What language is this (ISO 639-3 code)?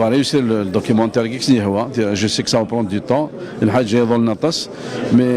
kab